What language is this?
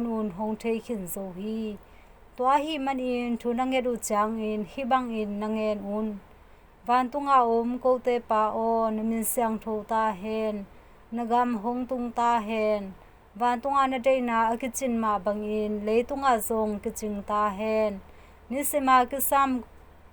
Tedim Chin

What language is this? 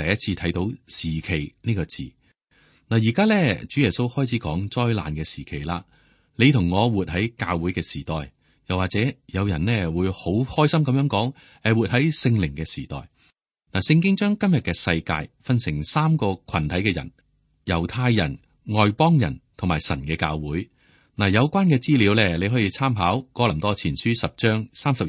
Cantonese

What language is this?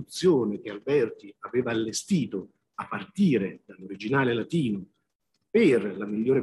Italian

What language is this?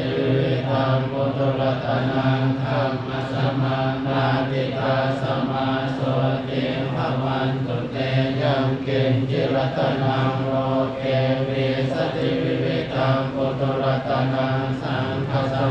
Pali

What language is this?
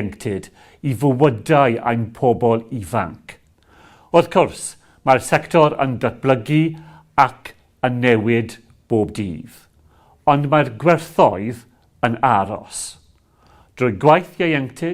Welsh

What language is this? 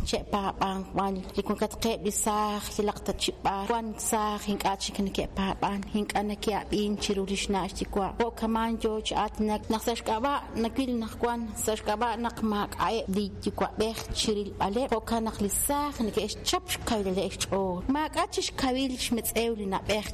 Kekchí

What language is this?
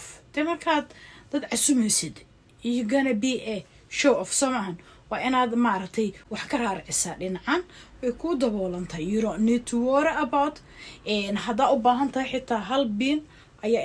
Somali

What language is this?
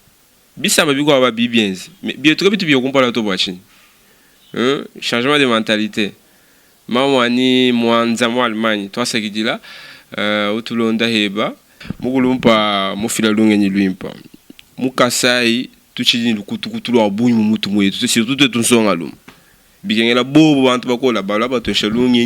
Luba-Lulua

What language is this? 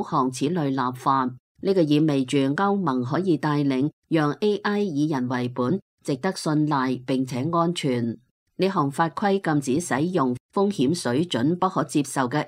Cantonese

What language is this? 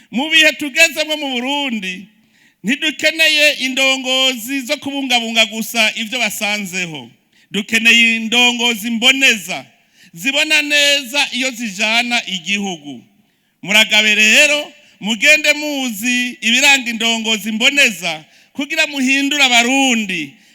Rundi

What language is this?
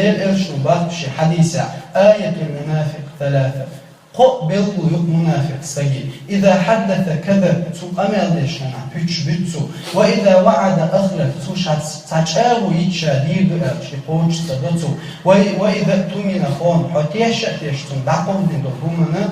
Chechen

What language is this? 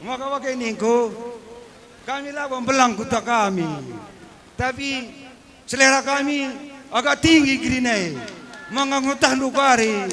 Batak Karo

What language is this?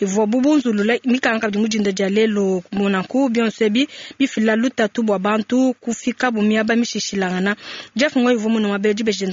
Luba-Lulua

